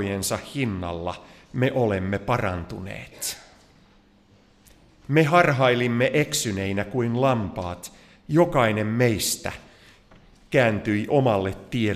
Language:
Finnish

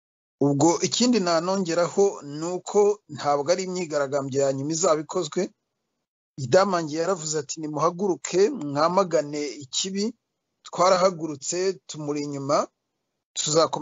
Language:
Kinyarwanda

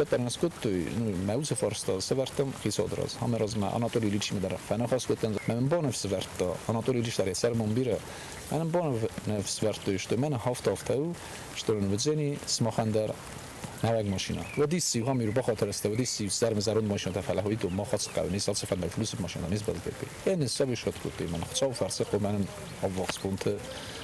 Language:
Ossetic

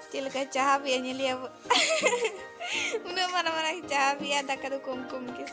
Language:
Santali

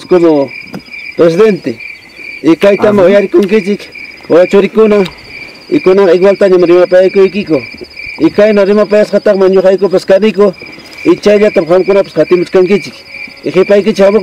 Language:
Ayacucho Quechua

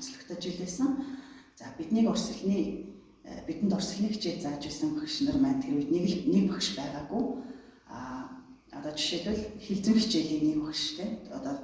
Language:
Mongolian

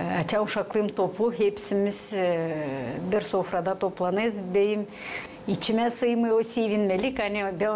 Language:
Gagauz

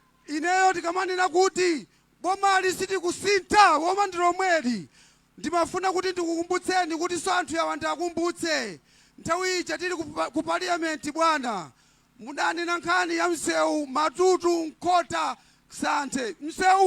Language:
Nyanja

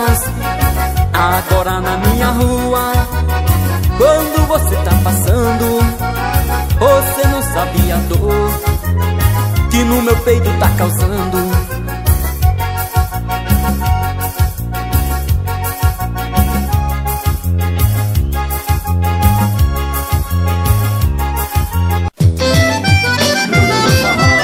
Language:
Portuguese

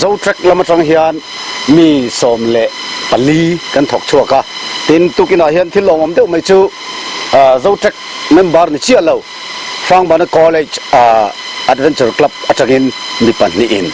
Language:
Mizo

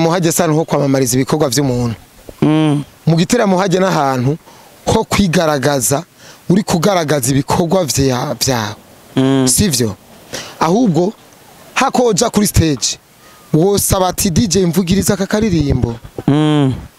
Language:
Rundi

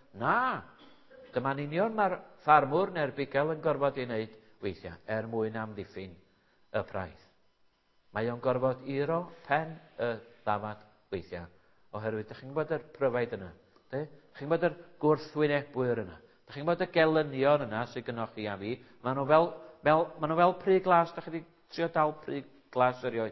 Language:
Welsh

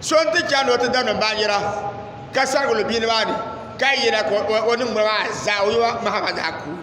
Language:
Dagbani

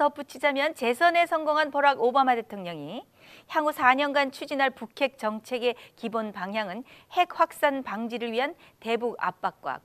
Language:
Korean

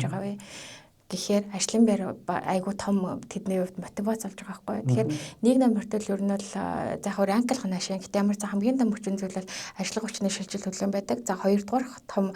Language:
Mongolian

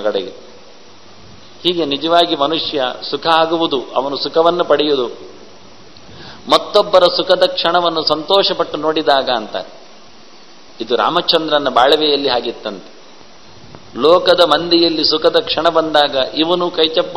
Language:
Kannada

